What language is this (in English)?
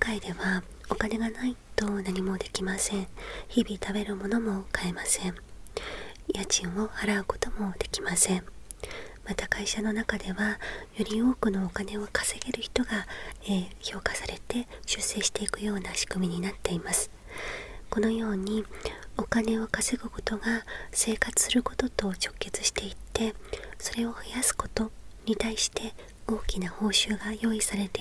Japanese